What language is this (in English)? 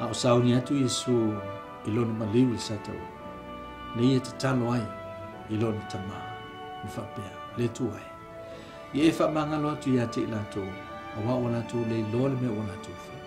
Samoan